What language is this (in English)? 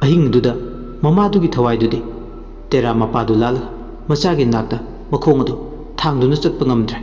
Manipuri